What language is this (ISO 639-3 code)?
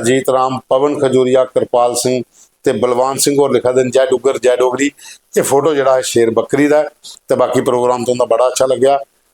doi